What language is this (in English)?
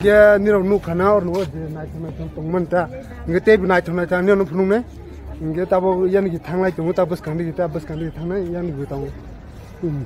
Kok Borok